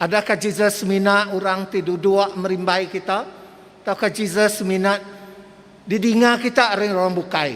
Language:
Iban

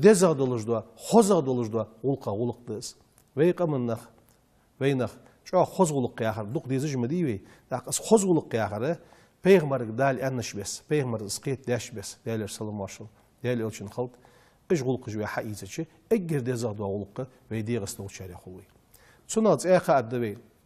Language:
Ingush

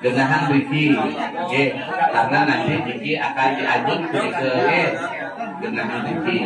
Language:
Balinese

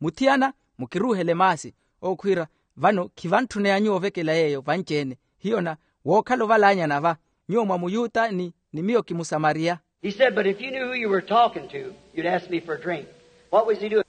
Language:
Makhuwa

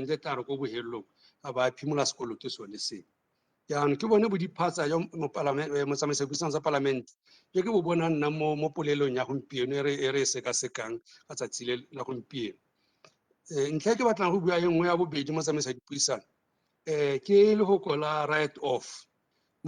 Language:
Tswana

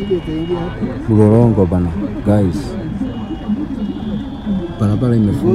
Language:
Swahili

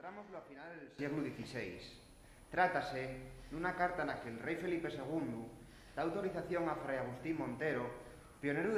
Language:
Asturian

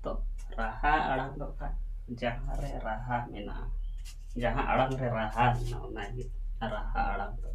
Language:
Santali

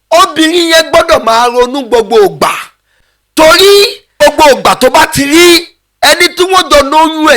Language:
Yoruba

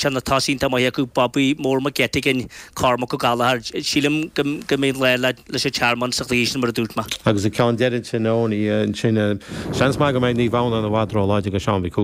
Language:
Irish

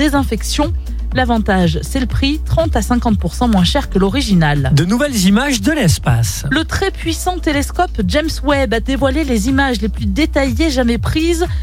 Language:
French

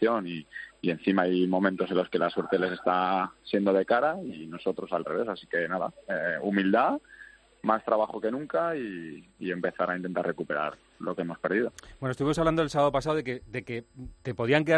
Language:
Spanish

